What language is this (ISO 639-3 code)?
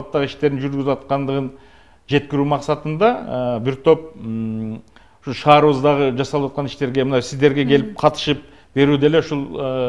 kir